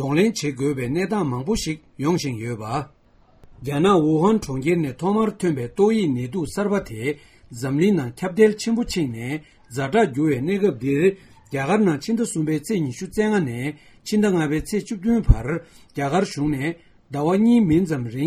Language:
Tibetan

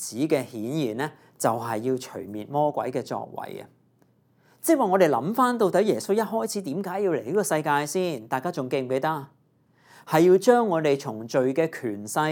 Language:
Cantonese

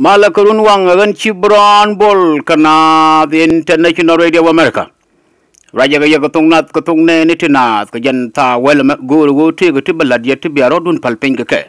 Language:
Nuer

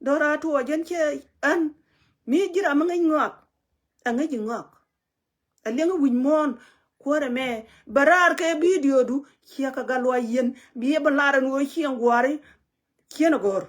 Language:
Nuer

